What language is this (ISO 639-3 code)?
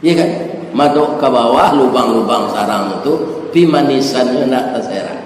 min